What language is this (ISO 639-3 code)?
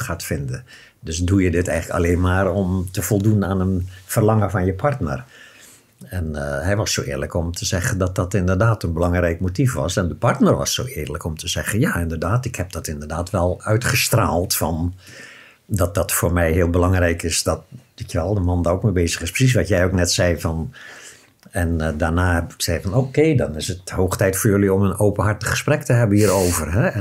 nld